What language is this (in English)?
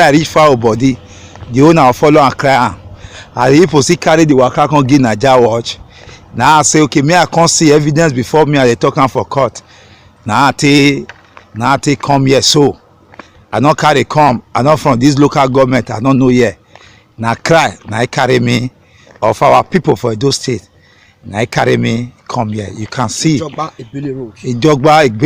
Nigerian Pidgin